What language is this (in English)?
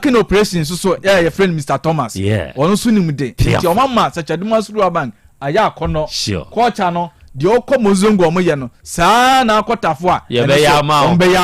Akan